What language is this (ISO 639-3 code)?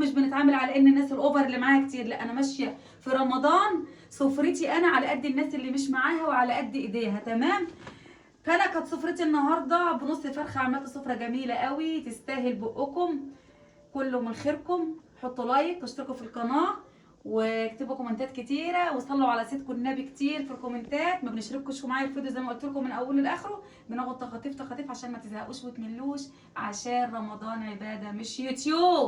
arz